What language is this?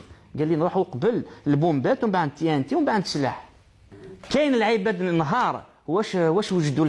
Algerian Arabic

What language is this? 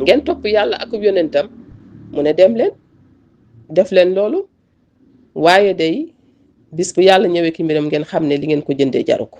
Wolof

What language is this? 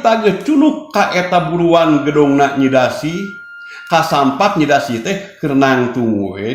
Sundanese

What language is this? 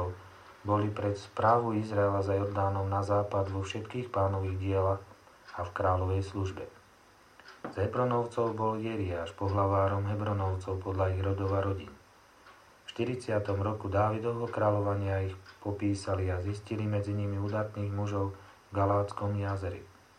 Slovak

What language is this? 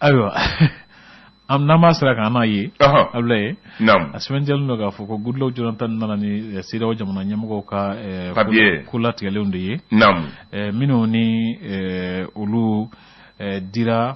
Bambara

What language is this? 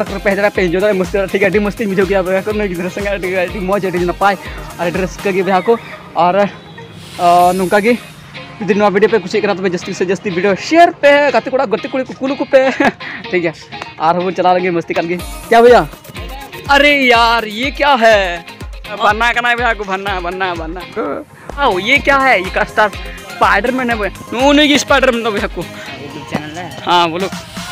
Santali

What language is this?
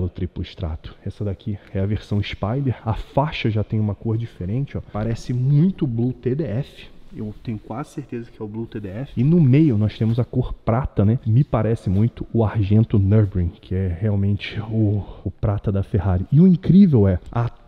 Portuguese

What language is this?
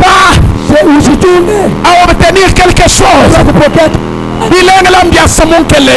Swahili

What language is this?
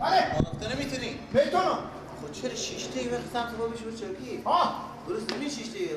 Persian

